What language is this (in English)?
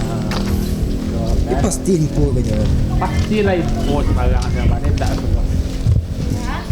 Minangkabau